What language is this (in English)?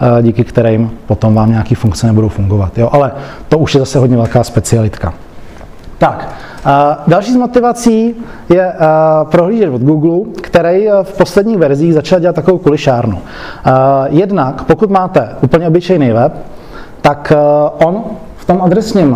Czech